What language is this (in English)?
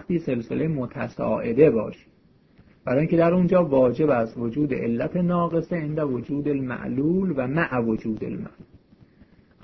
Persian